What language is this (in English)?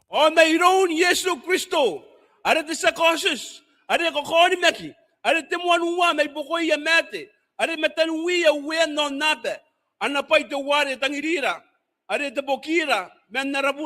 Gilbertese